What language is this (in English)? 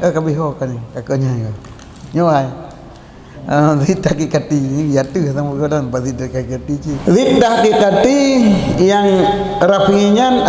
Achinese